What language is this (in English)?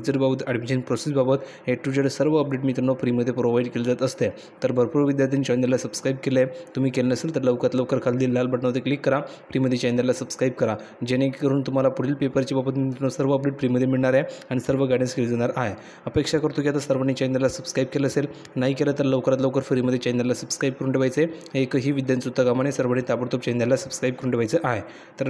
Marathi